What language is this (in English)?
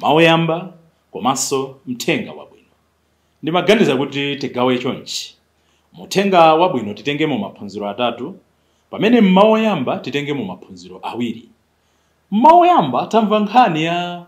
Nyanja